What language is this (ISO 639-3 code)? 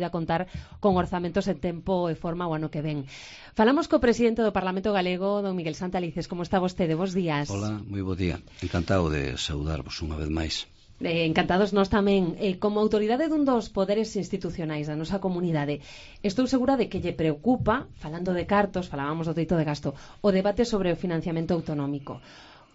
glg